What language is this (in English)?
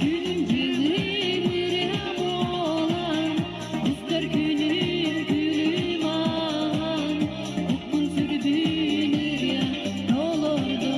Yakut